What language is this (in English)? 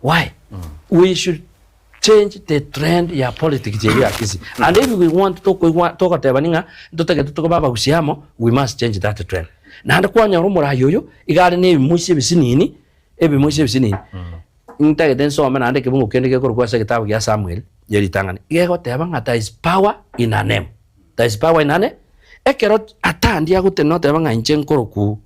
Gusii